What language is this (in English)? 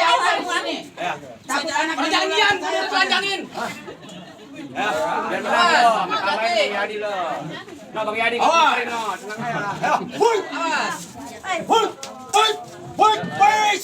Betawi